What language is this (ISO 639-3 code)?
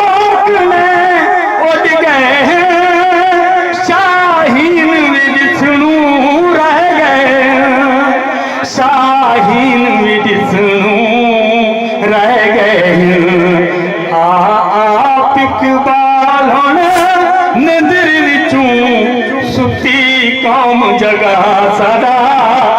skr